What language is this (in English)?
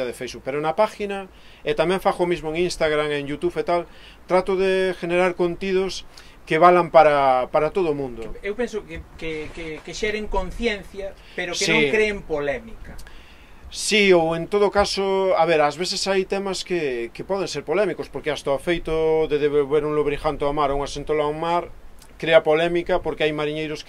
Galician